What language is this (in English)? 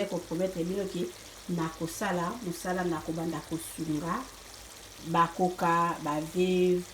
Lingala